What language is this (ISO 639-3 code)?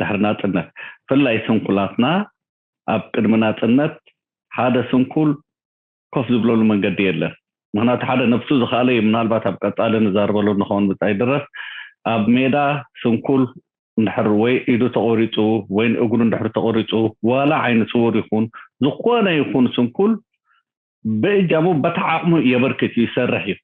tir